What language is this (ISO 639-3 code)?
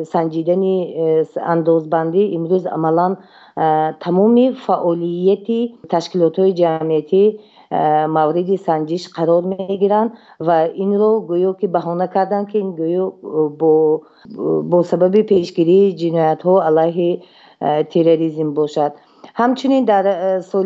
tgk